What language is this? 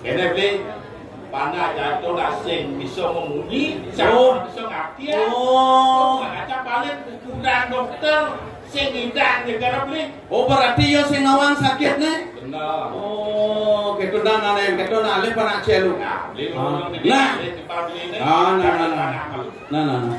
Balinese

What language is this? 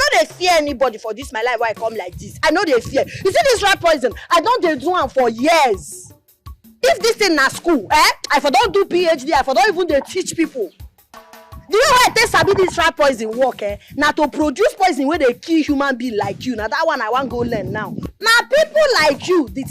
Nigerian Pidgin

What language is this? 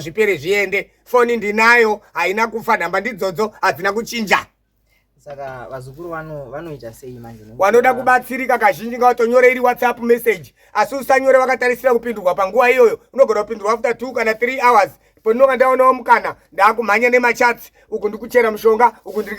Shona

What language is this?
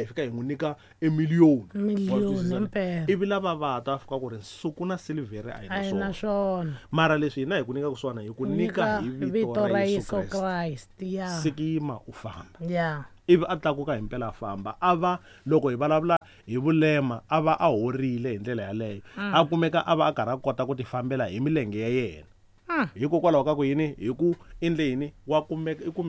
Tsonga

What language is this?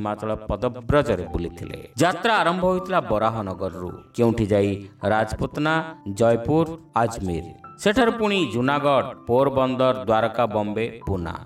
Odia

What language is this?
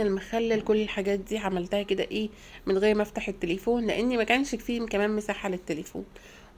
Egyptian Arabic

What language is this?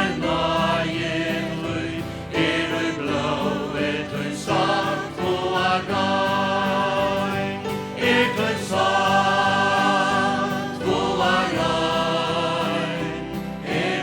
Faroese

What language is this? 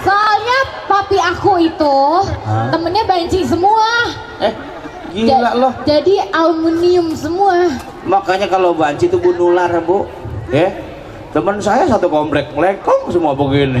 Betawi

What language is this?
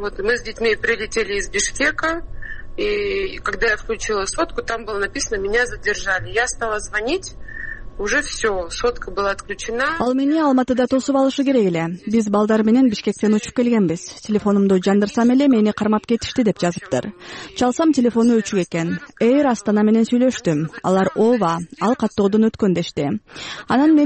Kyrgyz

